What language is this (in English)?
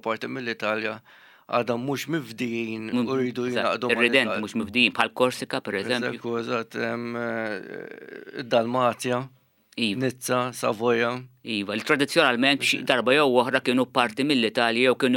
Maltese